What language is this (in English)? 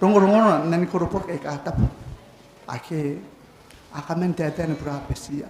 Gilbertese